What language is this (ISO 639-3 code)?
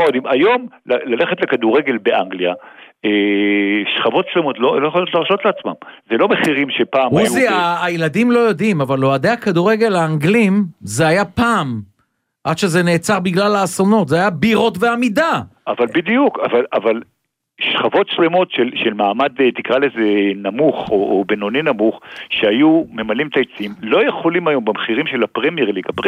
heb